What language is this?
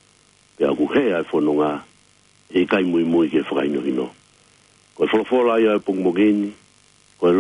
Tongan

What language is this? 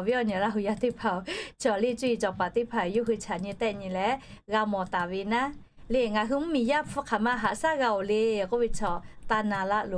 Lahu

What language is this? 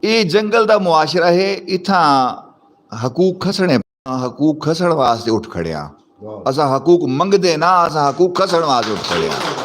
Saraiki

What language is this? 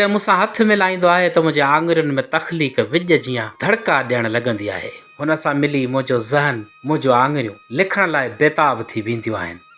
Sindhi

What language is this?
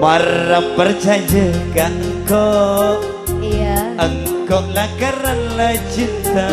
Madurese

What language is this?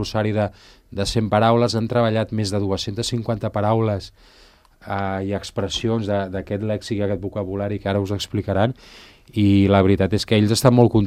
Catalan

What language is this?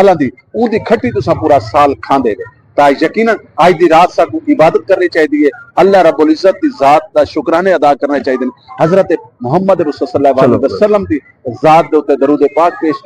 Saraiki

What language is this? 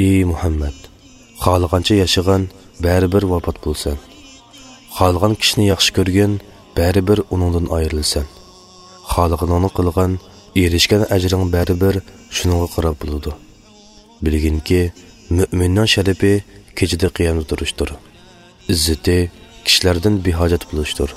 Uyghur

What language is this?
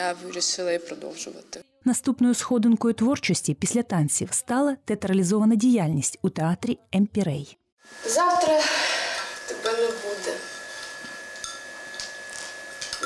Ukrainian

